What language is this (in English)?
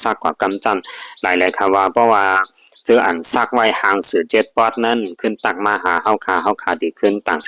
Shan